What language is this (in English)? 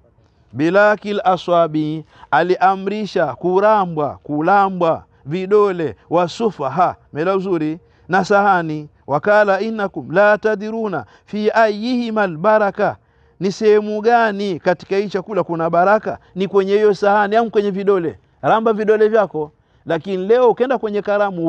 Swahili